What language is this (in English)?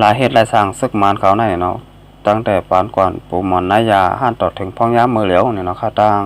Shan